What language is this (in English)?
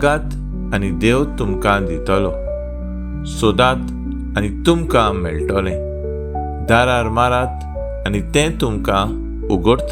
Konkani